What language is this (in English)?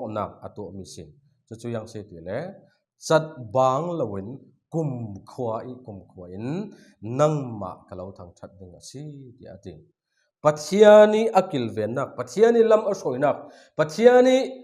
Falam Chin